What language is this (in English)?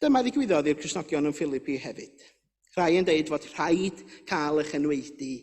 Welsh